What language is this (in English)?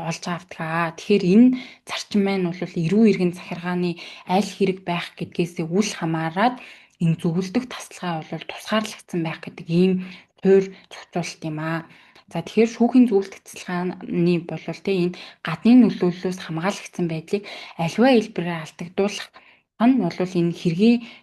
Mongolian